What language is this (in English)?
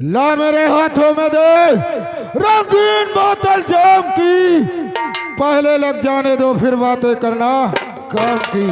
Awadhi